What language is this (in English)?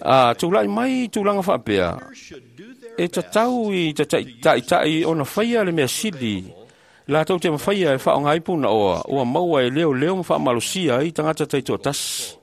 Samoan